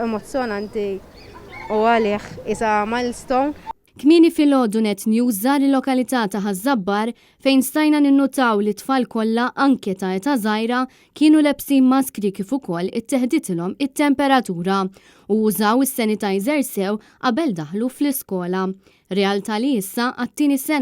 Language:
Maltese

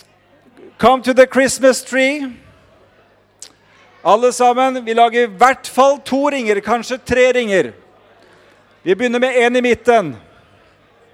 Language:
Norwegian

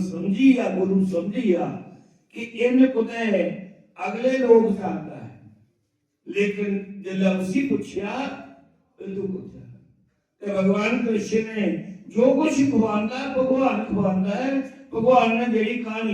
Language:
Dogri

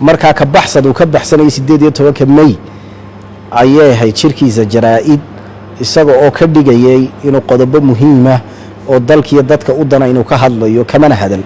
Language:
Somali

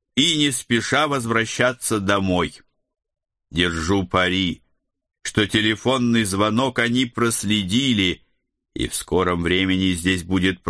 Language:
Russian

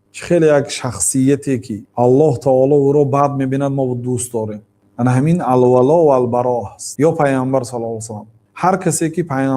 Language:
Tajik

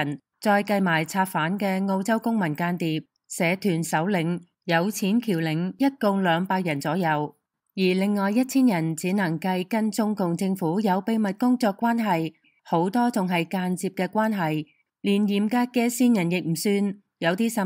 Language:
Cantonese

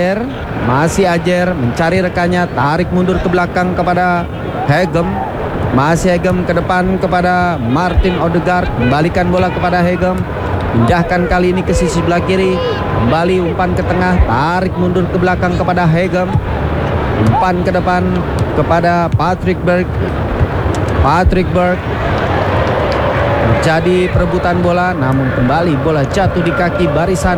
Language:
Indonesian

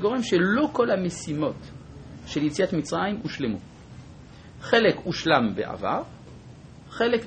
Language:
Hebrew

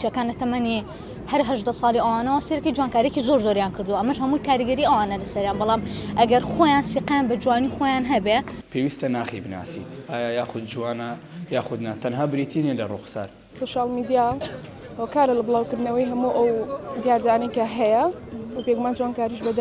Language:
Central Kurdish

